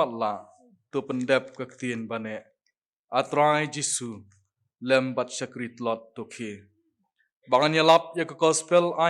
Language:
Khasi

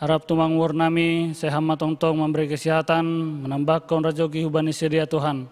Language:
Batak Simalungun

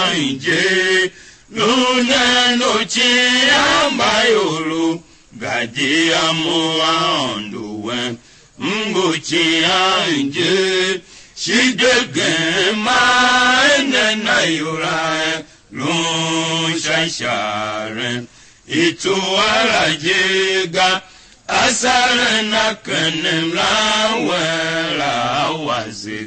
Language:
Tiv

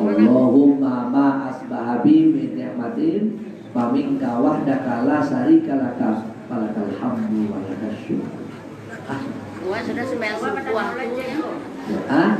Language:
Minangkabau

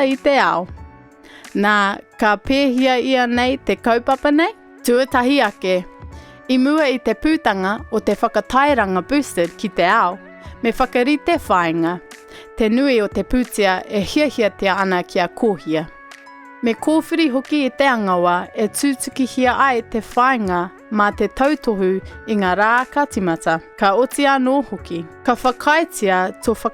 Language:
Māori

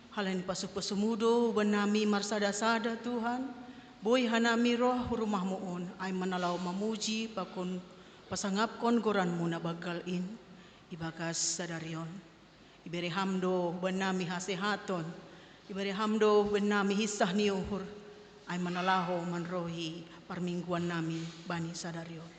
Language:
Batak Simalungun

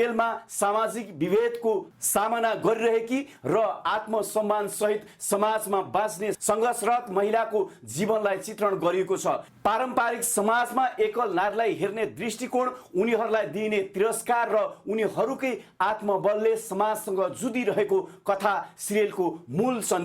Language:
Nepali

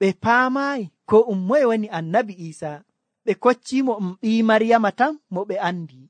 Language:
Nigerian Fulfulde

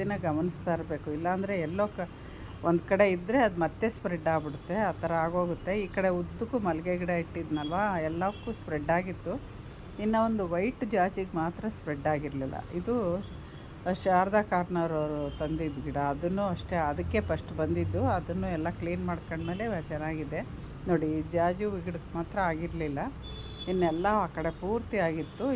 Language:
Kannada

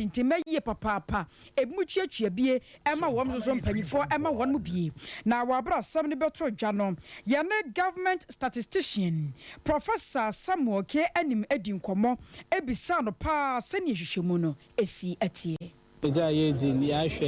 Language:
Akan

